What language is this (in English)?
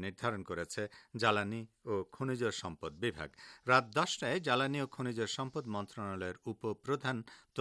Bangla